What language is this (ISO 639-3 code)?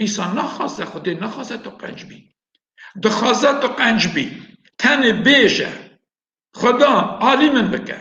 kur